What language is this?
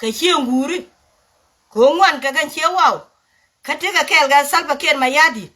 Nuer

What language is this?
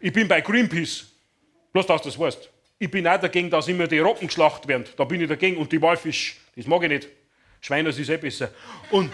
Bavarian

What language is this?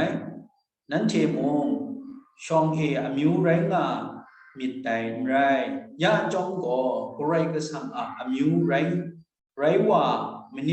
Kachin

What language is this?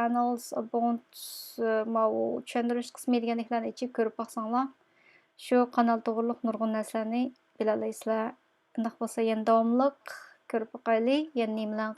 Uyghur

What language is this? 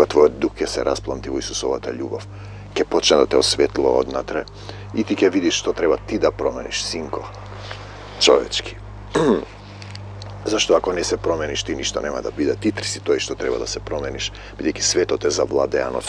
Macedonian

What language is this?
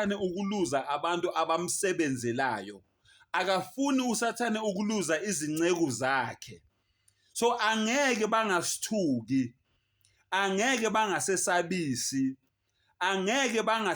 Zulu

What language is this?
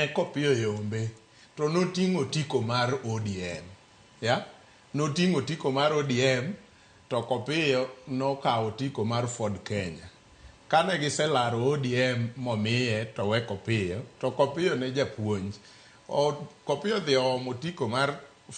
Luo (Kenya and Tanzania)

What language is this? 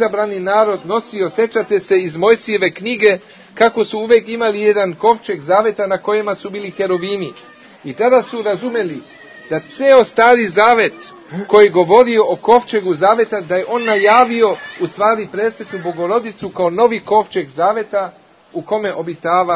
Serbian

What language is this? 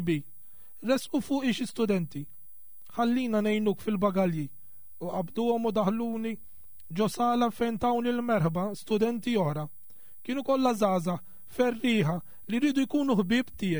Maltese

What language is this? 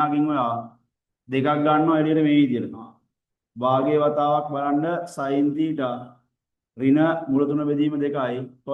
Sinhala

